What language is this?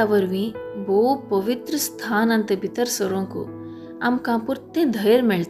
Konkani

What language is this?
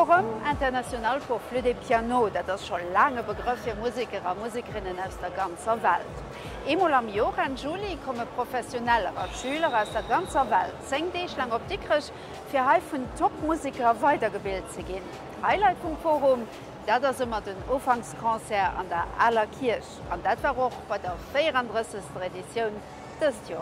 Luxembourgish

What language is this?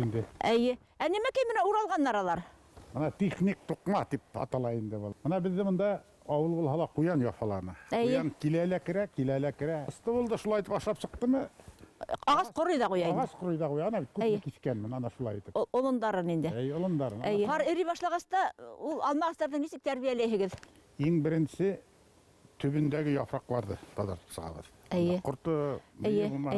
Bashkir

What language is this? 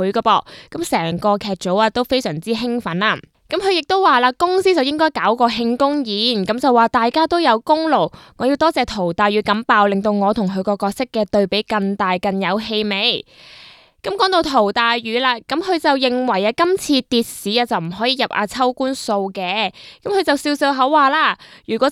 Cantonese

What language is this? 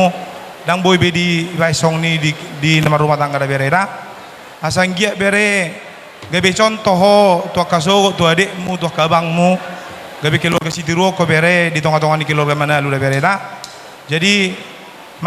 Batak Toba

